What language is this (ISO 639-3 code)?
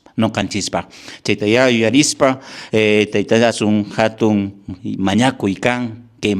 que